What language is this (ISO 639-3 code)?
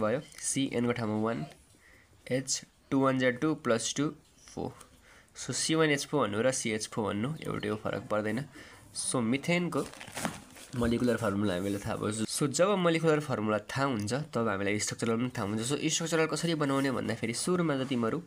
nep